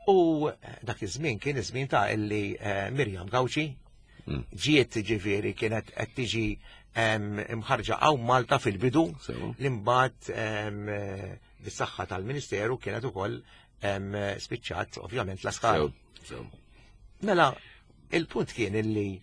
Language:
Maltese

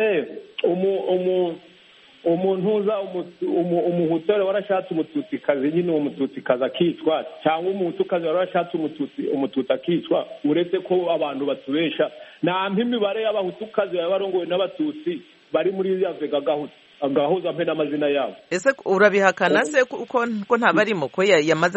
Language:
Kinyarwanda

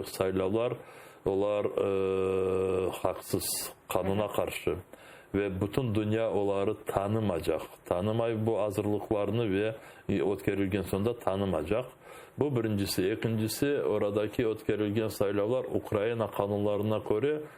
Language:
Crimean Tatar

